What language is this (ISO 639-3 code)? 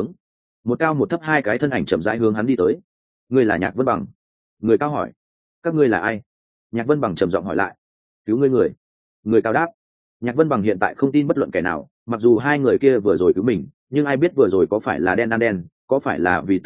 vie